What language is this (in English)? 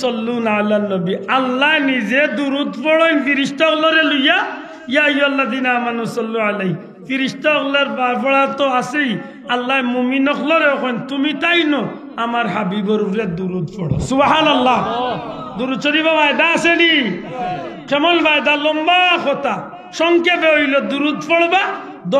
Sylheti